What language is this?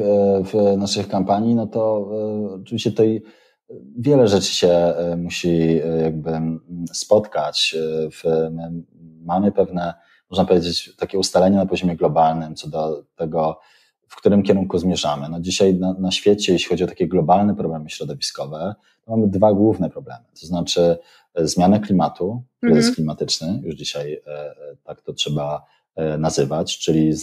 Polish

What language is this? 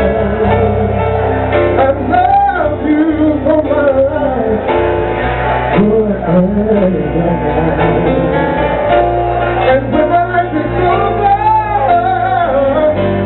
English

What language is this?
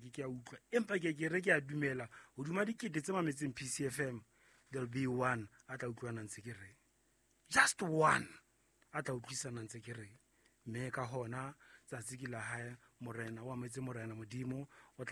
Southern Sotho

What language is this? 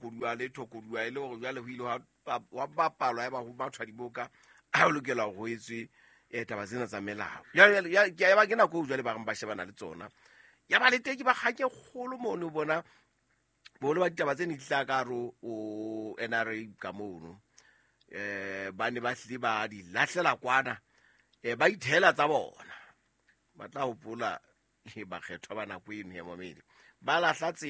Southern Sotho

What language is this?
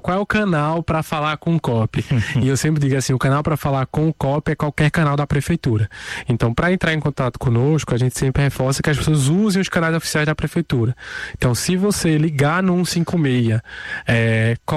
Portuguese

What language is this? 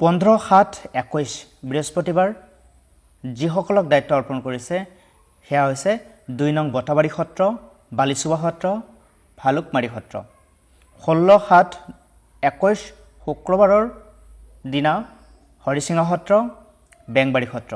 Assamese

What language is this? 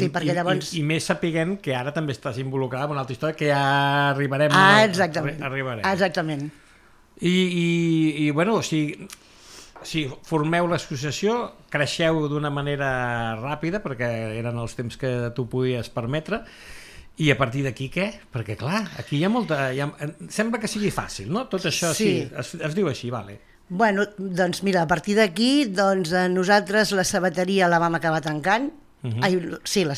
Catalan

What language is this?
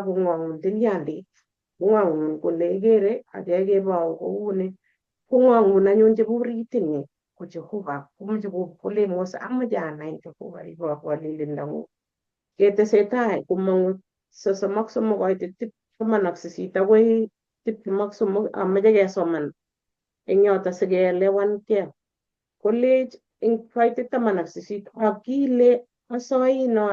Kalenjin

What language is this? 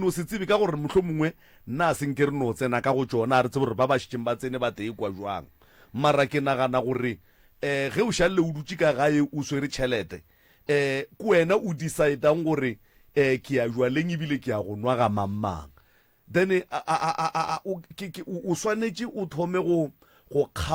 Northern Sotho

